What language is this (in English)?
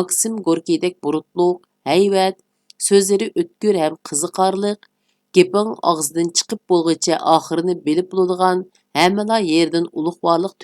Uyghur